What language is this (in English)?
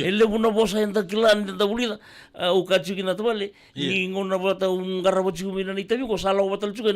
Fijian